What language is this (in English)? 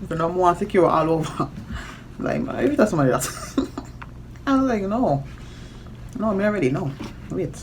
Jamaican Creole English